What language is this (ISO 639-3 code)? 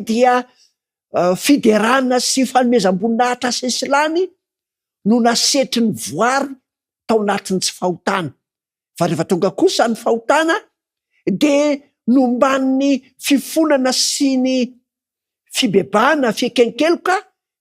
mlg